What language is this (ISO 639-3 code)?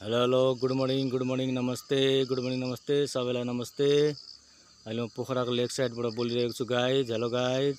nep